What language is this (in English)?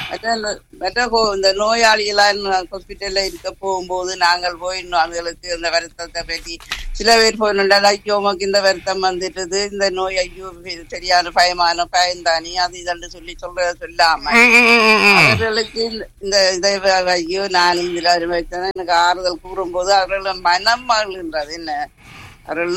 Tamil